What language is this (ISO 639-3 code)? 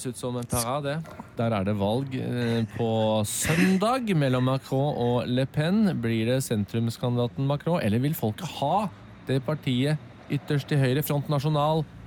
nor